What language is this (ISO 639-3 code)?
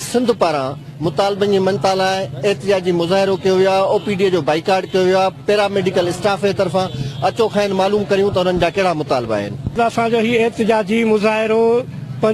snd